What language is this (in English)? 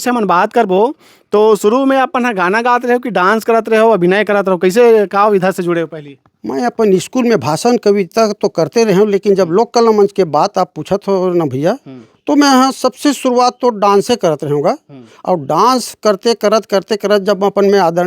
Chhattisgarhi